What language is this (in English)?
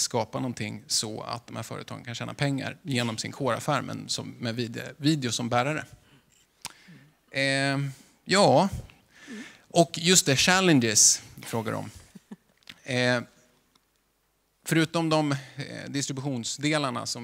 Swedish